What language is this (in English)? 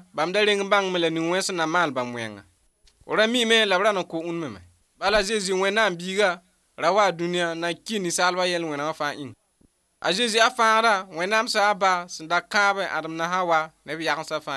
Mossi